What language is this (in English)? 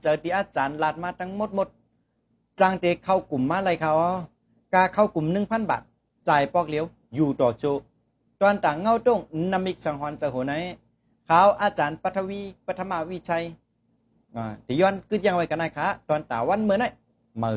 Shan